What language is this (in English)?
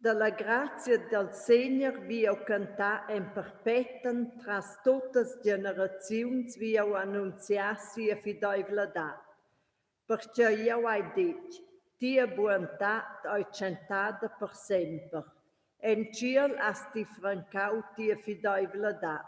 Romansh